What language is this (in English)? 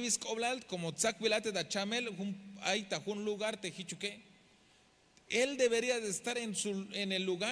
Tzeltal